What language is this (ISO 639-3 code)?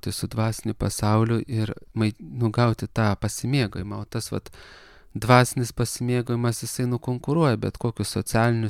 lit